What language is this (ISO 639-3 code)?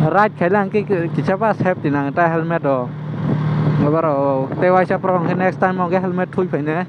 trp